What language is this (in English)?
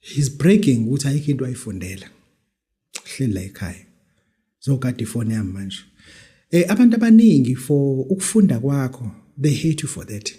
Zulu